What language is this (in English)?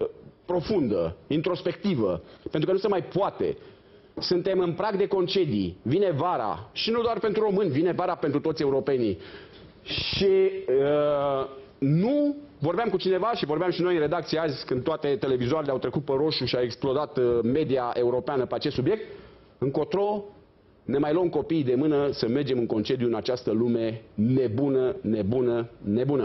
Romanian